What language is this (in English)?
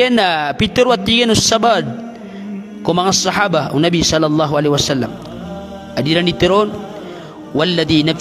Maranao